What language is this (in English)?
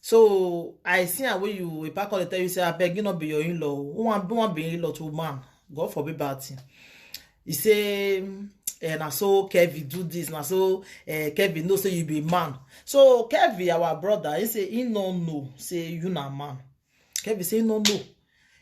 Nigerian Pidgin